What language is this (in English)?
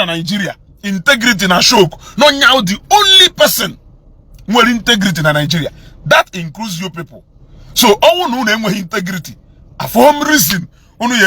Igbo